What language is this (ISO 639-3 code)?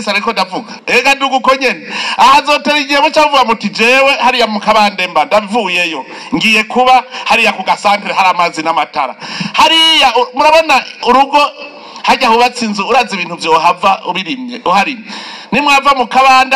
run